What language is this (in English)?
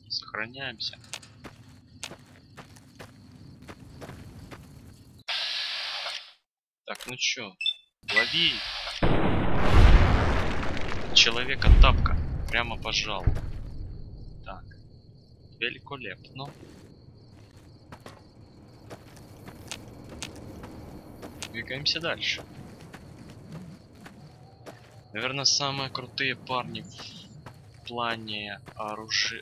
Russian